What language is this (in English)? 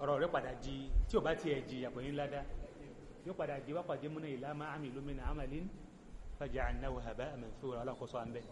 Yoruba